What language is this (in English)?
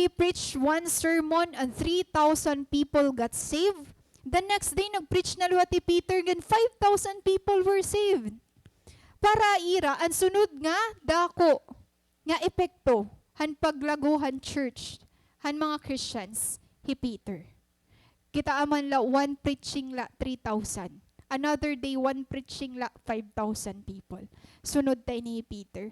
Waray